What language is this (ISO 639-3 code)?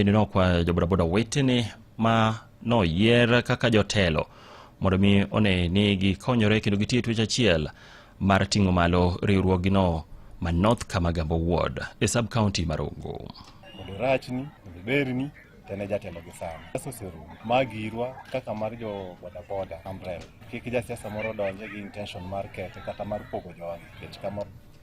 luo